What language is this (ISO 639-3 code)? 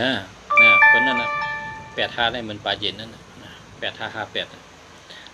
shn